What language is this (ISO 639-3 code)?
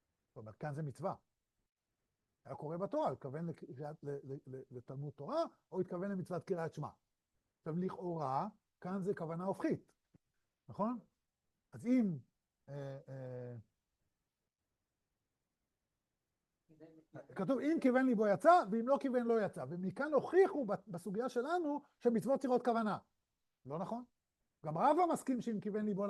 heb